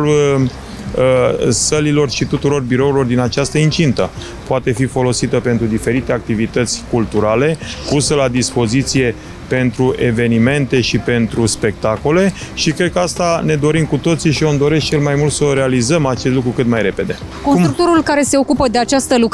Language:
Romanian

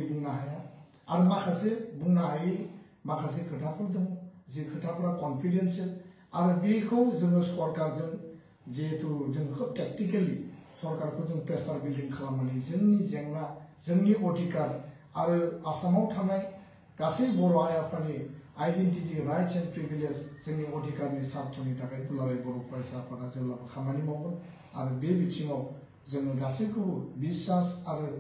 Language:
Bodo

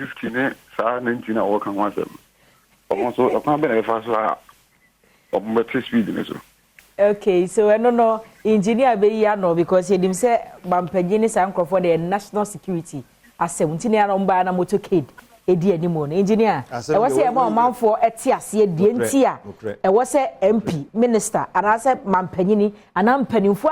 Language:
Akan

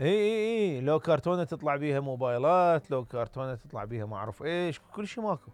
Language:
Mesopotamian Arabic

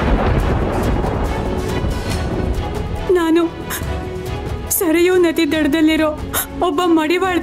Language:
Kannada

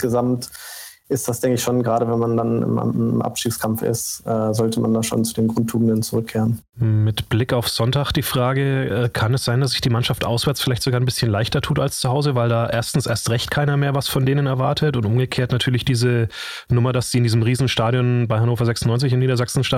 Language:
German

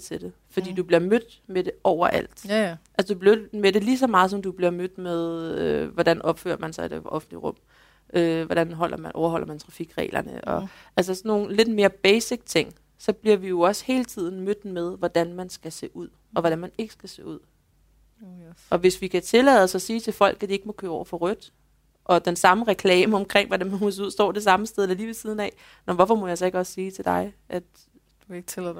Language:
Danish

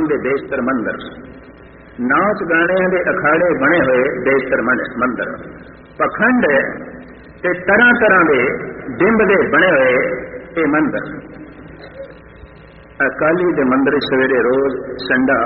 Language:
Punjabi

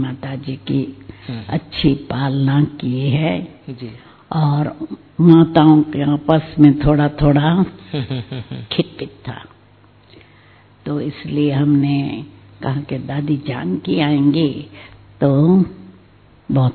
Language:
Hindi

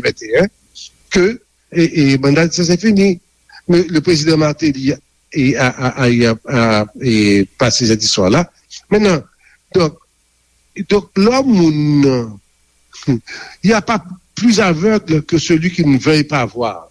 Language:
Haitian Creole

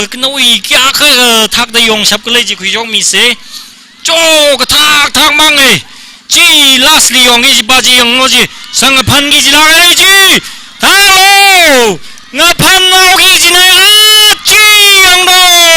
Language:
Tangkhul Naga (India)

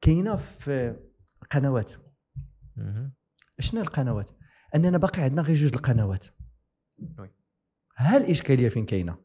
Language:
Moroccan Arabic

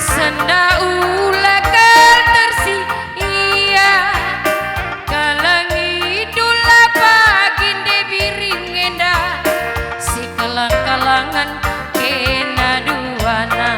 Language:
Batak Karo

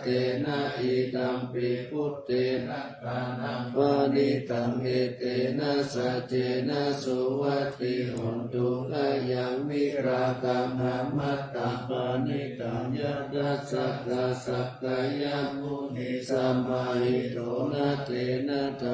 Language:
Pali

